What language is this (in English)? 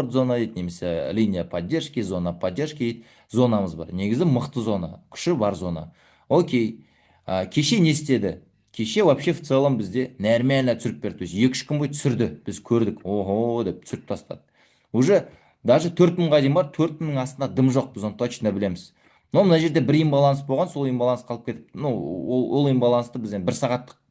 Kazakh